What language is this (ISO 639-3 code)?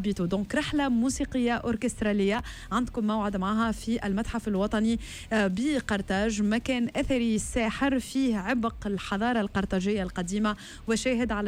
aeb